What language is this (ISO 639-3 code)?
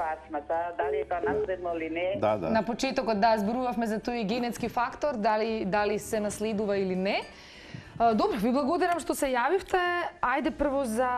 mkd